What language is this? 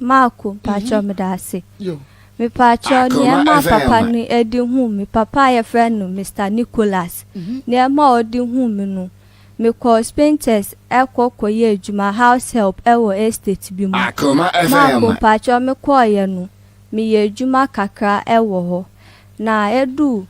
Akan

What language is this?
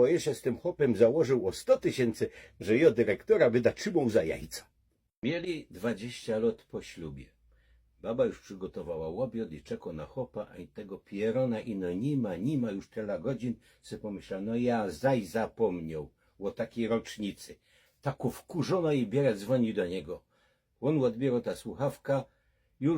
Silesian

